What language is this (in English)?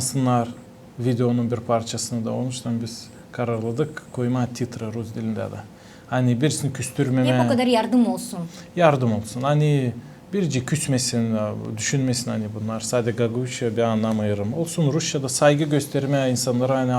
Gagauz